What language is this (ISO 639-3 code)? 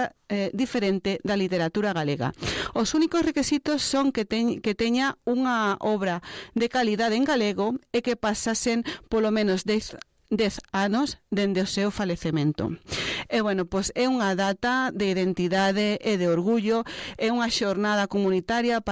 glg